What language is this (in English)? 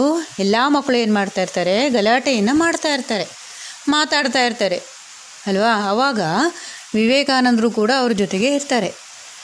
Kannada